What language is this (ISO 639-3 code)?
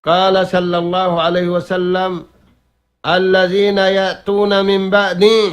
tsg